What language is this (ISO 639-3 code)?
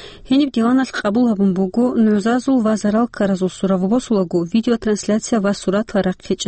ava